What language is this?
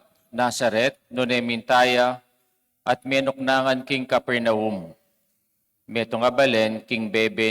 Pampanga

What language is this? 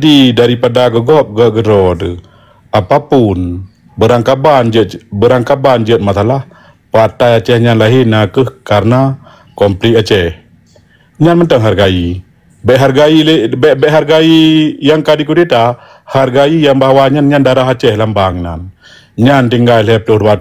Achinese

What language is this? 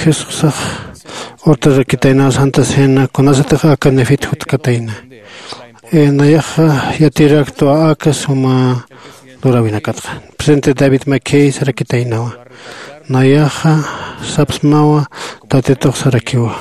Aymara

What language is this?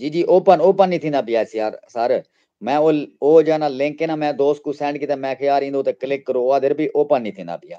Saraiki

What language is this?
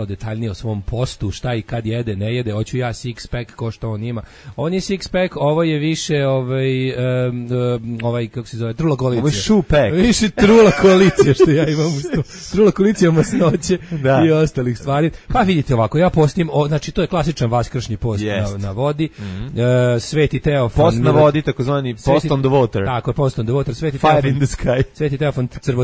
Serbian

